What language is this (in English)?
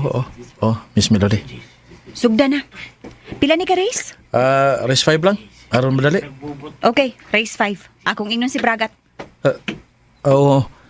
Cebuano